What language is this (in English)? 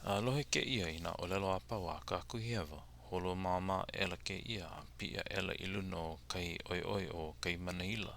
Hawaiian